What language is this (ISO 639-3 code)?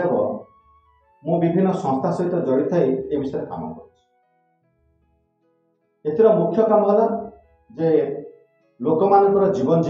ori